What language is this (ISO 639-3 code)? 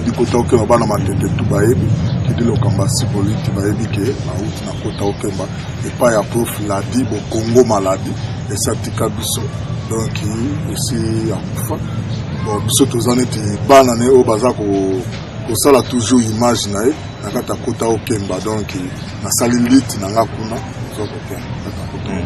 lin